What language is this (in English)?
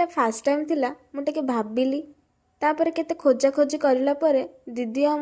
Odia